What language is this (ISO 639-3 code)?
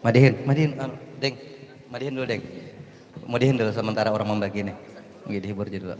bjn